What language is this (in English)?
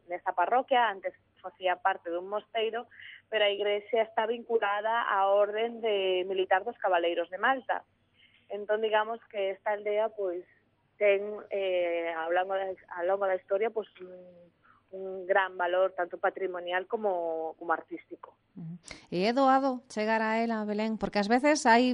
Galician